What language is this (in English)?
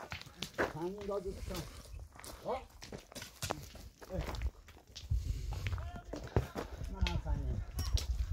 Persian